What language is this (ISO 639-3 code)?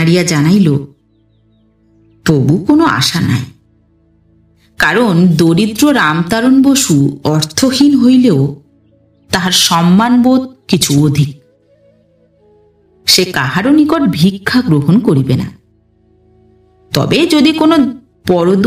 ben